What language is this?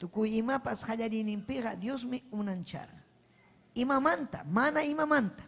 Ayacucho Quechua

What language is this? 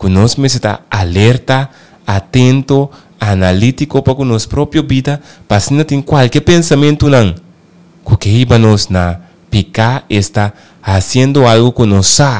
Papiamento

